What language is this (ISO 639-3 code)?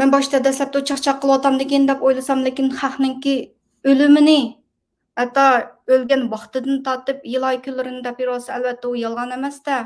uig